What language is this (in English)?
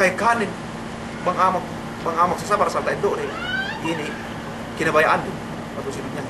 Yakan